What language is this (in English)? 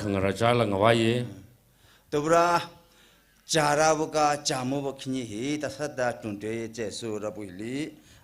Tangkhul Naga (India)